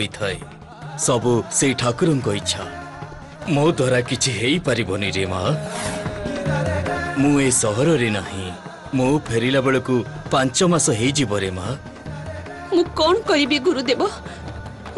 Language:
Odia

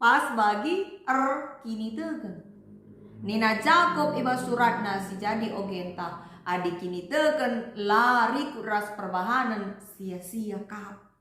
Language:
Batak Karo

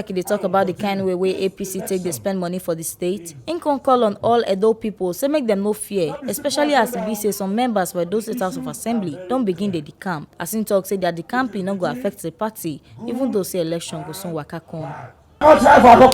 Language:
Nigerian Pidgin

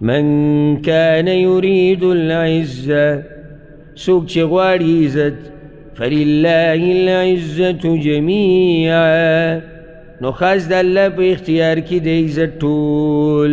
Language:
Pashto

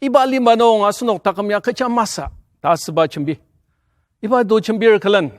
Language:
Ao Naga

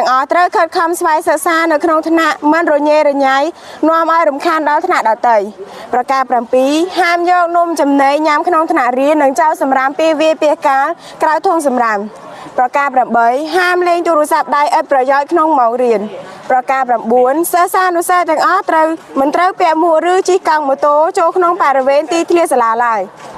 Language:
Khmer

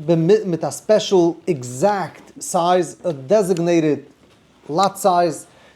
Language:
Yiddish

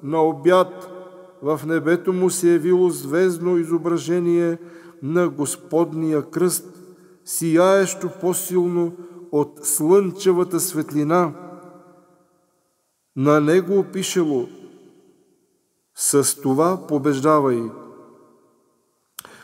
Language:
Bulgarian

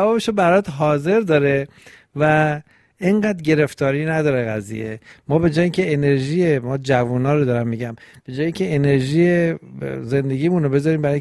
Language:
Persian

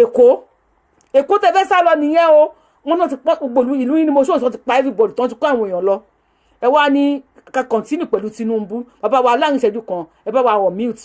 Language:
Yoruba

